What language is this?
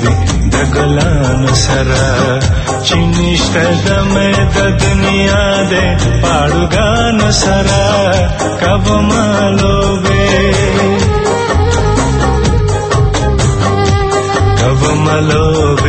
Persian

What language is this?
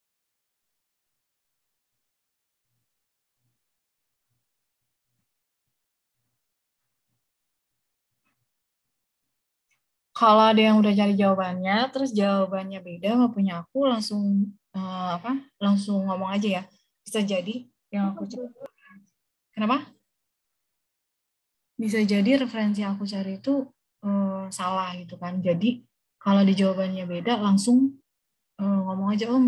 Indonesian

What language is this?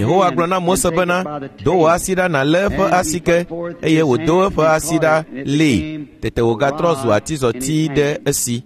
Ewe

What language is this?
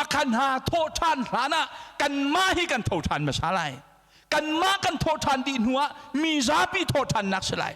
Hakha Chin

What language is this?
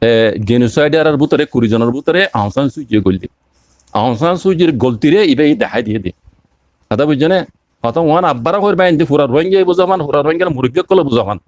Rohingya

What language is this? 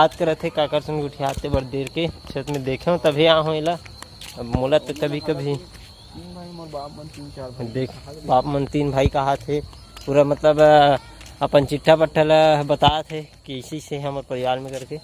Chhattisgarhi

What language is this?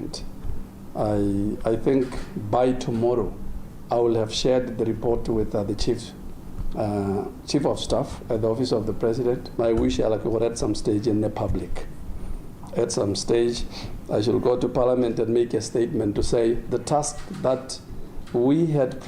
Tswana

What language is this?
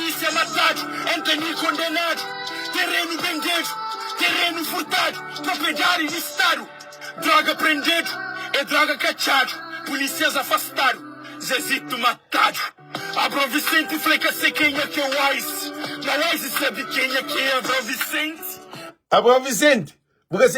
Kabuverdianu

